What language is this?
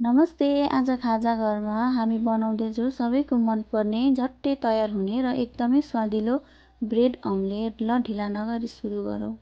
Nepali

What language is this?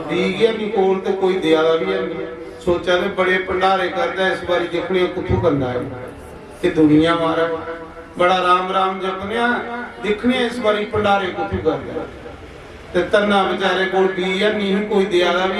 Dogri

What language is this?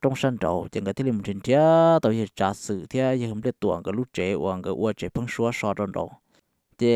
Hmong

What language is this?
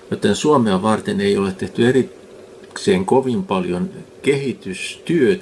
Finnish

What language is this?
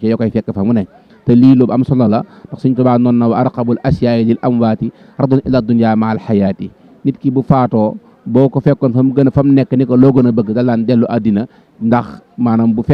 Wolof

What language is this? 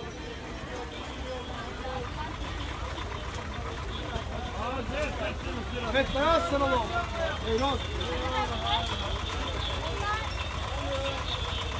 Turkish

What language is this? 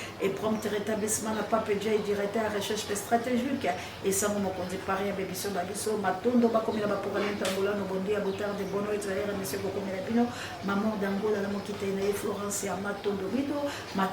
Lingala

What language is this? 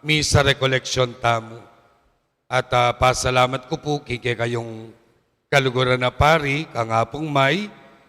Pampanga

